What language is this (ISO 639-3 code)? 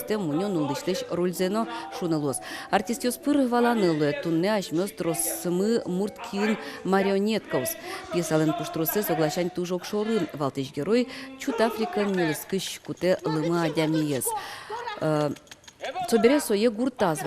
udm